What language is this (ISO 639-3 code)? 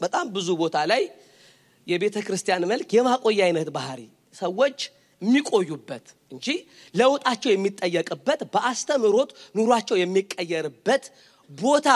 amh